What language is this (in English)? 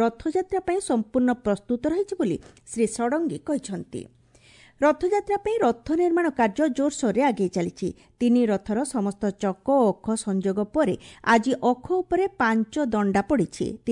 Odia